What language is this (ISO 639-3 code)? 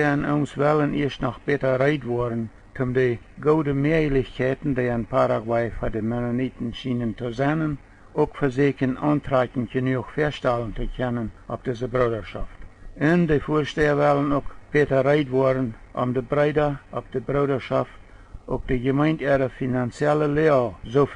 pdt